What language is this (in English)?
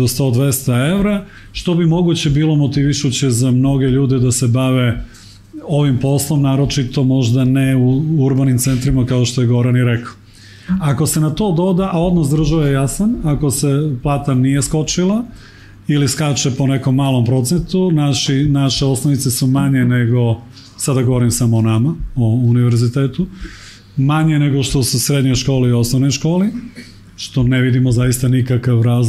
Serbian